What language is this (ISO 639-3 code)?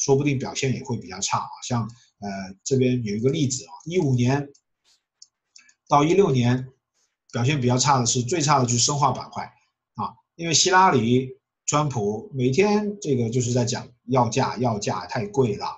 zho